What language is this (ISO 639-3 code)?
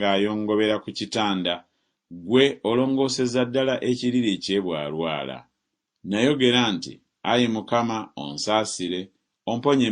lug